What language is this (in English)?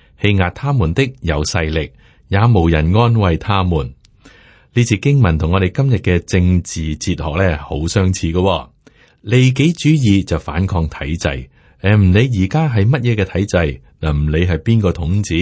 Cantonese